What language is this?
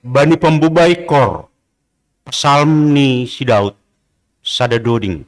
Batak Simalungun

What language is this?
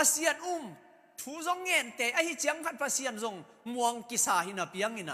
Tedim Chin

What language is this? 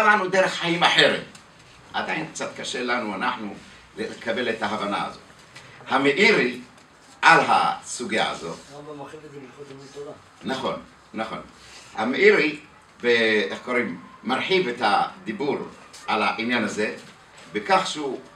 Hebrew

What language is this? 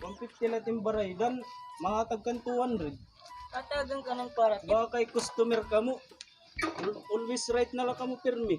Waray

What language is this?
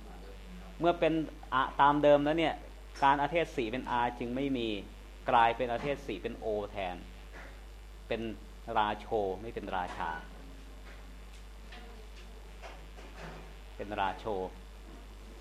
Thai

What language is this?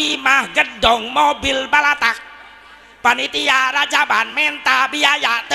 Sundanese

